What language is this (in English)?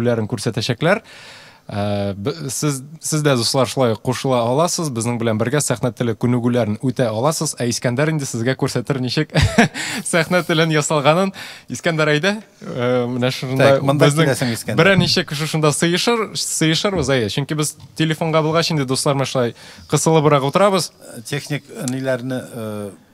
Tatar